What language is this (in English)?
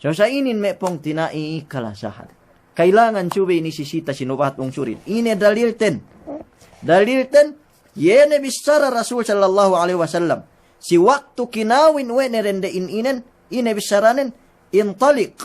Yakan